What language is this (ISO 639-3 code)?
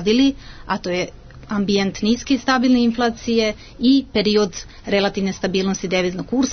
srp